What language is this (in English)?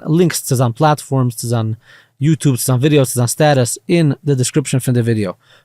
Yiddish